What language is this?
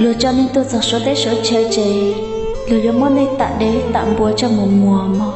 Hmong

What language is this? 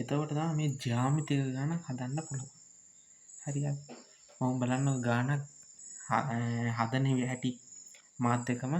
Sinhala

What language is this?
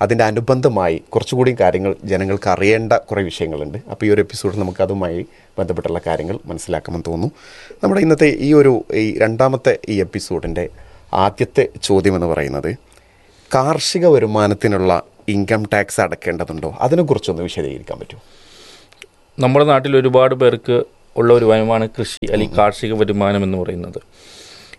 Malayalam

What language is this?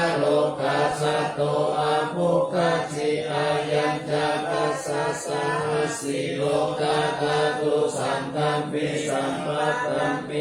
Pali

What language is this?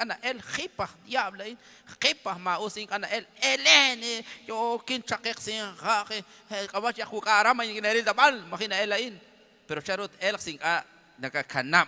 Kekchí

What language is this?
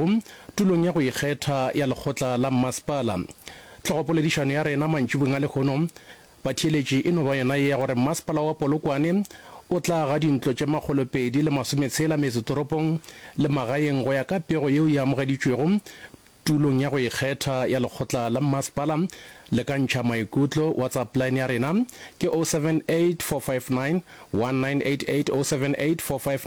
Northern Sotho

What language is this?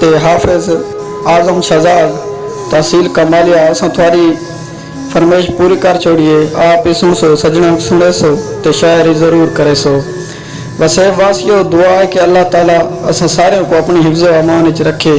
Saraiki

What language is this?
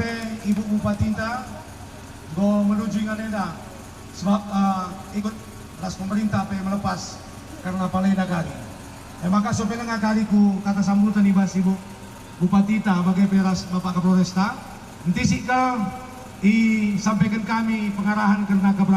Batak Karo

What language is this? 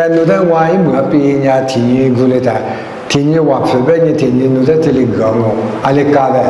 Lisu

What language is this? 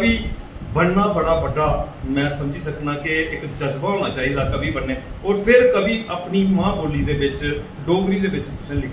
Dogri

